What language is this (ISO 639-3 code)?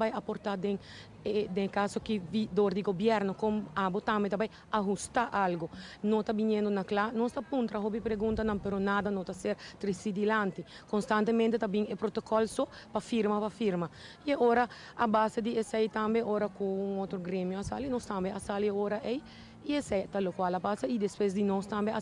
pap